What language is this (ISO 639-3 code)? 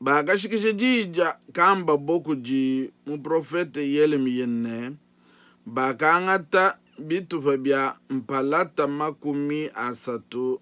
lua